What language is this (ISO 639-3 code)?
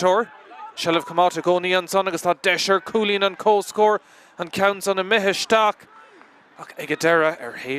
gle